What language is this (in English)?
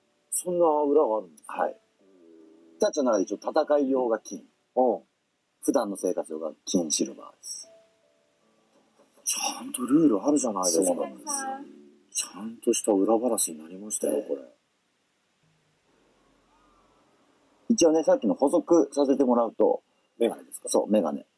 Japanese